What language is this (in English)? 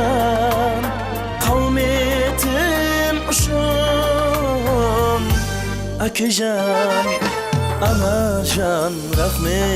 Kara-Kalpak